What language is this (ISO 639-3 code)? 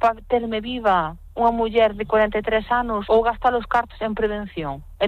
glg